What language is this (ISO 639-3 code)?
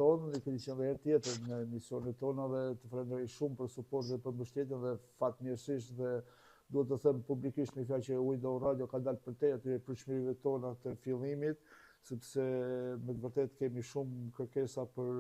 sqi